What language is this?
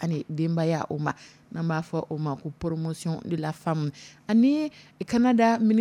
Dyula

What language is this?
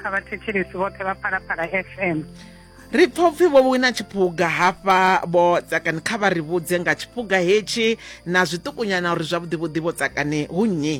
Venda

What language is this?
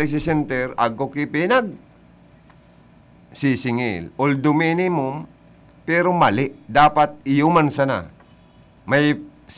Bikol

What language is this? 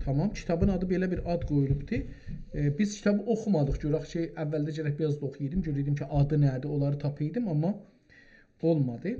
South Azerbaijani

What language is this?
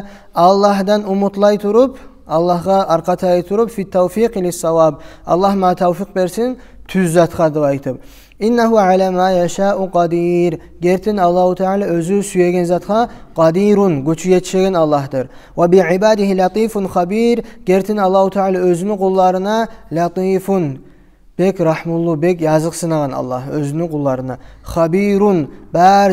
Kumyk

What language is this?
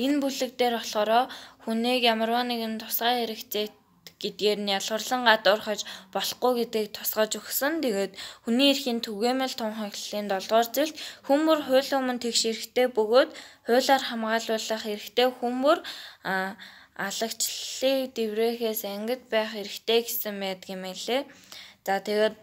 Mongolian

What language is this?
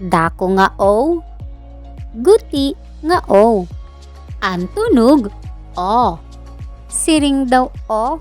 Waray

